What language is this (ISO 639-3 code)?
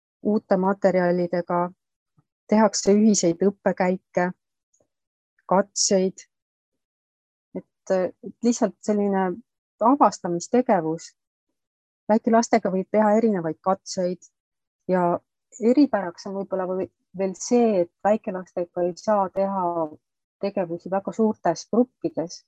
est